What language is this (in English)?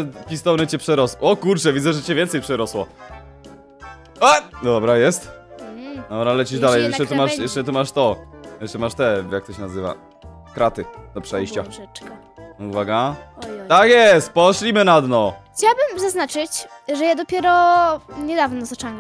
Polish